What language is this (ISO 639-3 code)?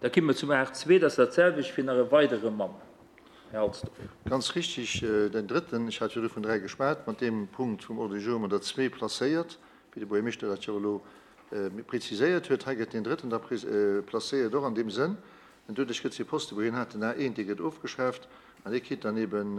ltz